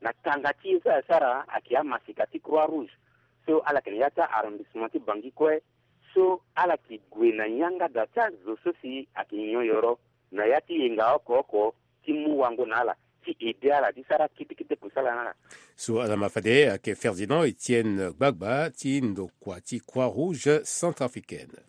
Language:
Sango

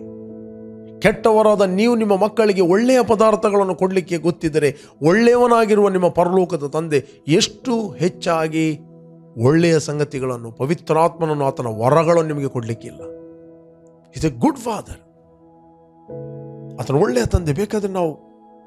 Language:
Kannada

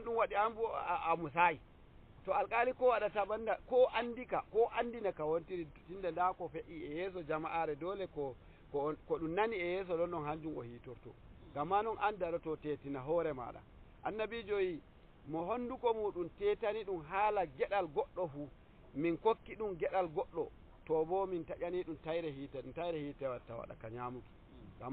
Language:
Nigerian Fulfulde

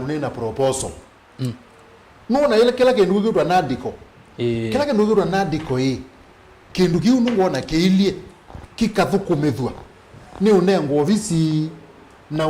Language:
Kamba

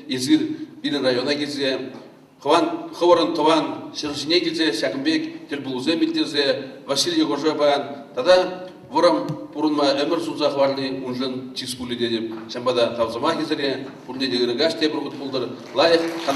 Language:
Chuvash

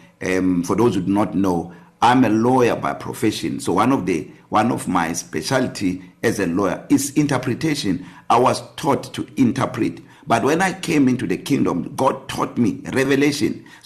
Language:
English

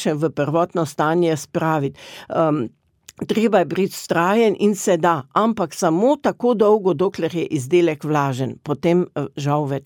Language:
Slovenian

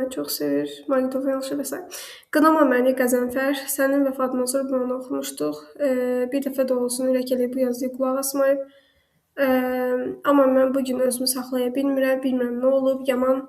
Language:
Azerbaijani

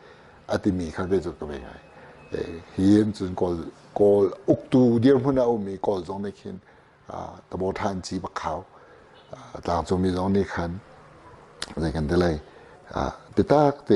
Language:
Hakha Chin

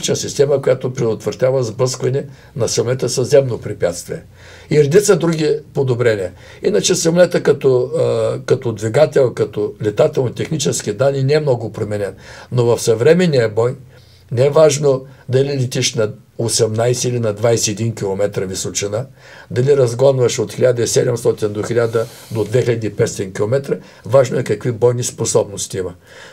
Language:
Bulgarian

